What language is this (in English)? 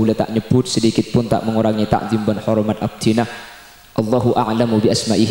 Madurese